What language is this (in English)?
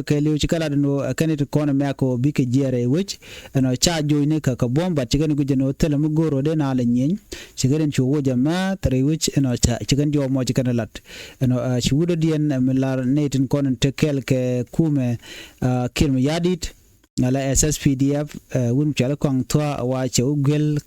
Nuer